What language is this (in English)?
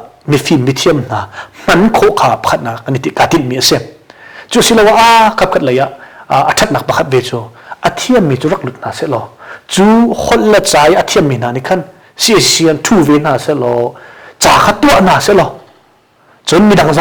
Hakha Chin